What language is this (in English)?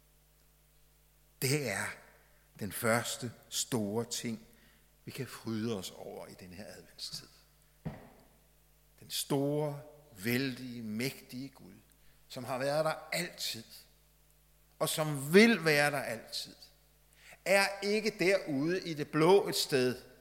Danish